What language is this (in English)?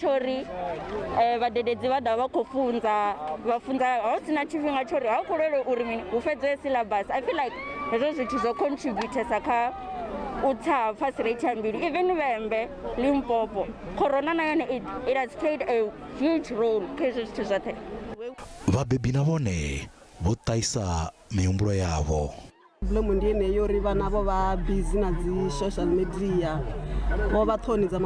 Venda